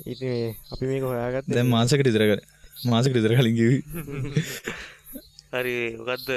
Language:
Sinhala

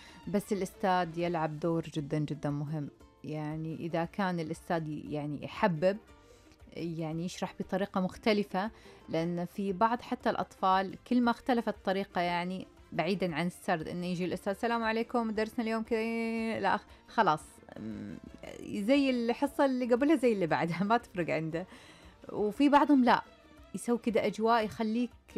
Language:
Najdi Arabic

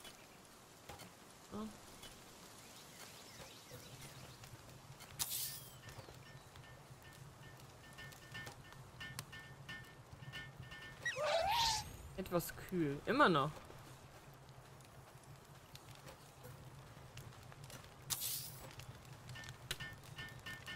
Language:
German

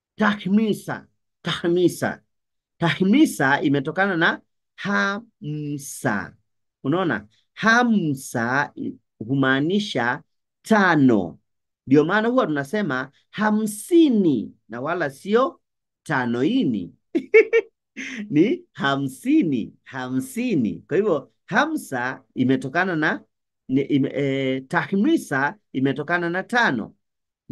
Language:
Swahili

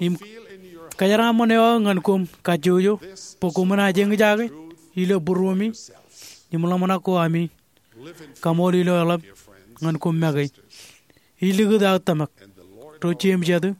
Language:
Marshallese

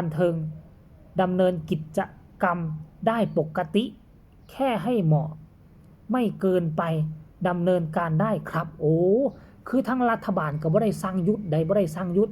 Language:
Northeastern Thai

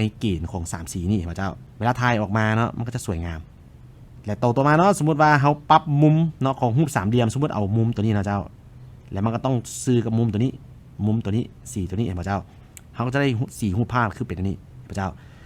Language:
Lao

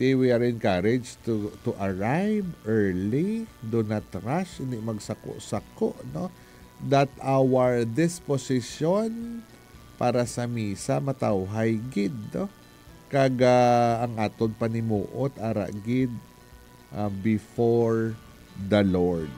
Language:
Hiligaynon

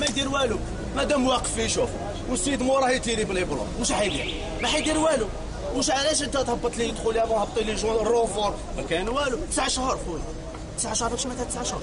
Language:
Algerian Arabic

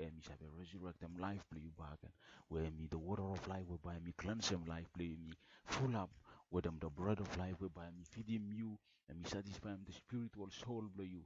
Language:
Bislama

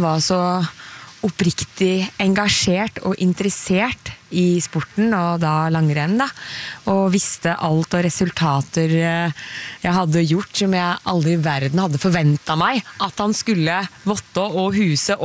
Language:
Norwegian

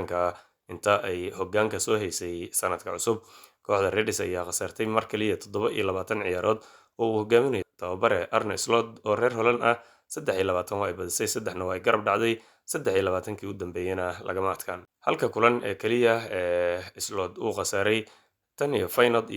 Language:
Somali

